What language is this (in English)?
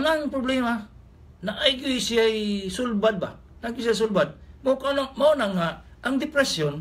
Cebuano